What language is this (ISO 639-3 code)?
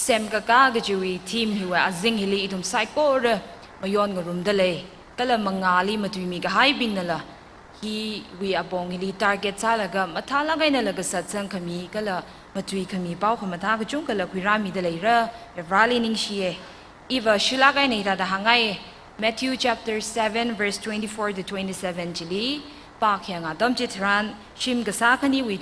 nmf